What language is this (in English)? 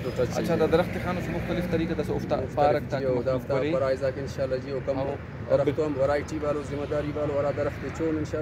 Brahui